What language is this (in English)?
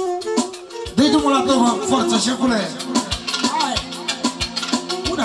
Romanian